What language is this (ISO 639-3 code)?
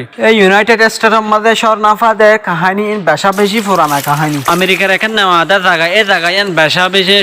rhg